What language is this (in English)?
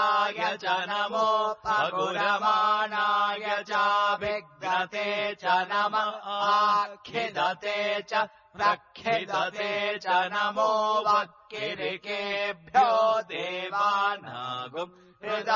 Sanskrit